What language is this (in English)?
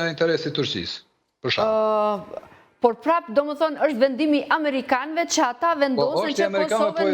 Albanian